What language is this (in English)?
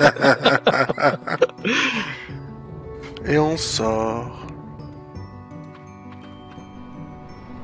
French